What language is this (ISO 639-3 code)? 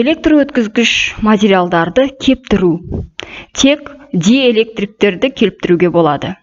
kaz